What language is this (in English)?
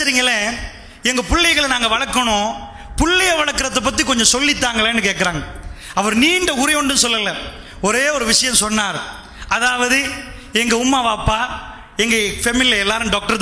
Tamil